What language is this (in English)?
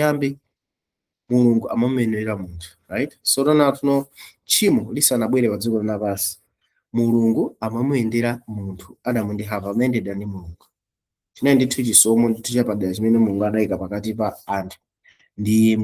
Nyanja